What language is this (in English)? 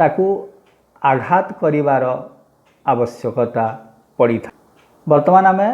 Odia